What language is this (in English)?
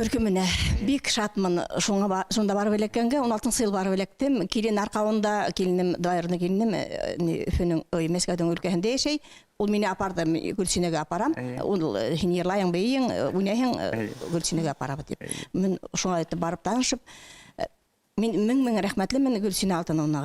Bashkir